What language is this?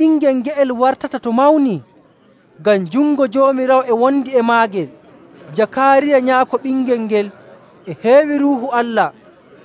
Nigerian Fulfulde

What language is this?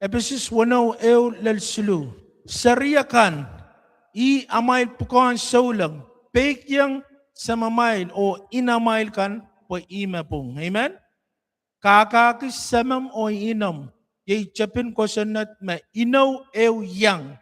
Pohnpeian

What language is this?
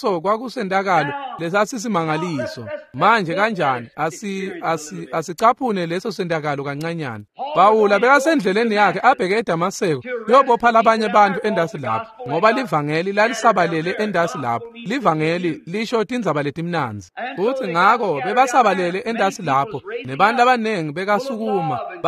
Swati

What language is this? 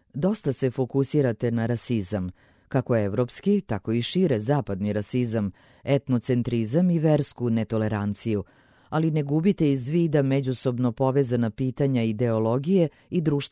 Serbian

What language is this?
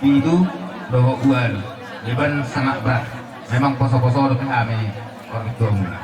Batak Toba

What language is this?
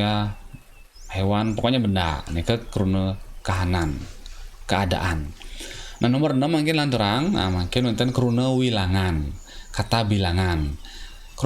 Balinese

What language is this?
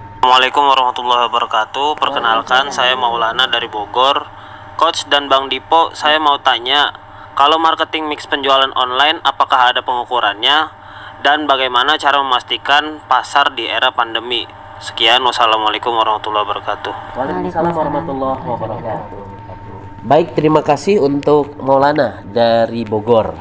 Indonesian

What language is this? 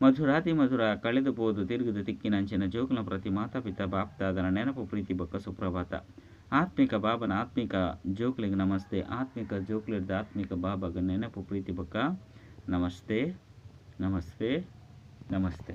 Tulu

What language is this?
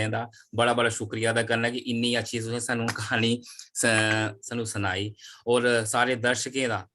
Dogri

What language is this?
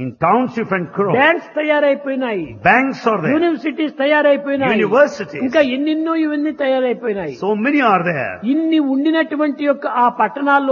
Telugu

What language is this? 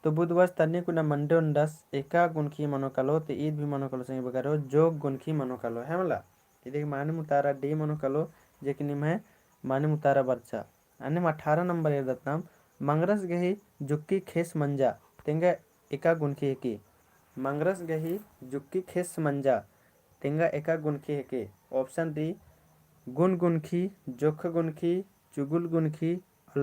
Kurukh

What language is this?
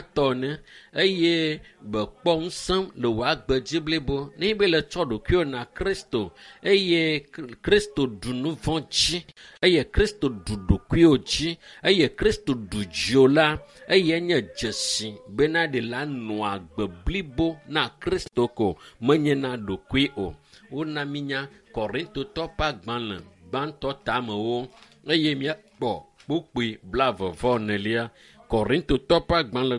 Ewe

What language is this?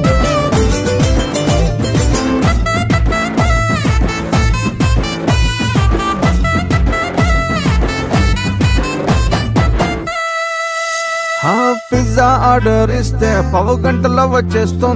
Telugu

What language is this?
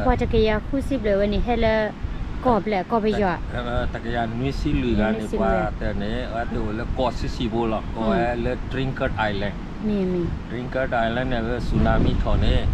S'gaw Karen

